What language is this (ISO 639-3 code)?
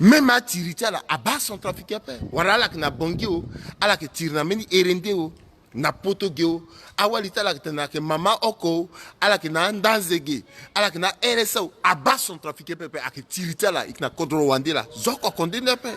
sag